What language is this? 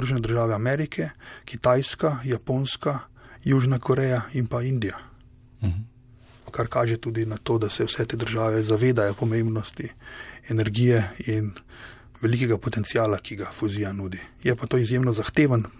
Slovenian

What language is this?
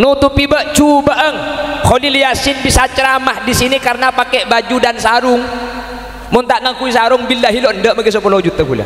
Madurese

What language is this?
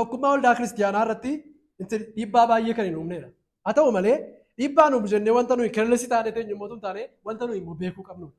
Oromo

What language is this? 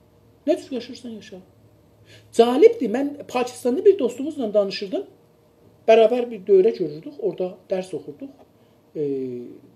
South Azerbaijani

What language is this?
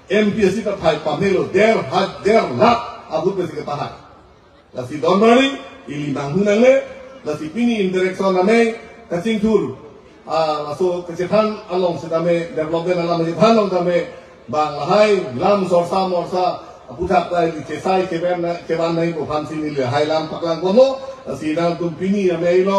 Karbi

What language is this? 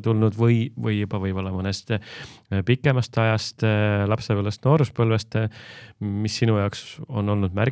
Estonian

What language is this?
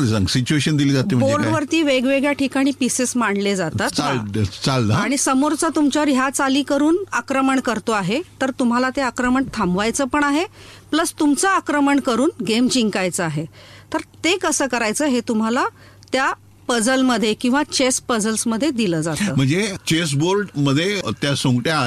Marathi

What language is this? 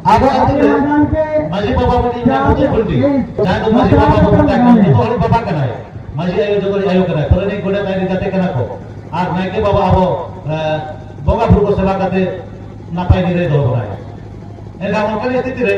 Santali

